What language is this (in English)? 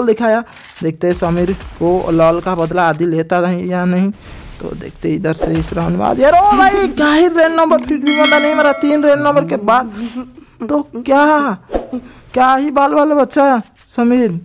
Hindi